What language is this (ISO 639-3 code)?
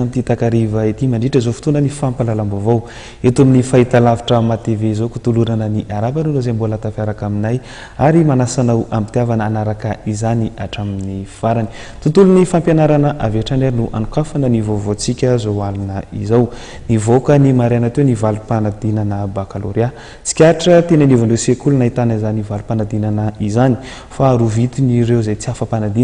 mlg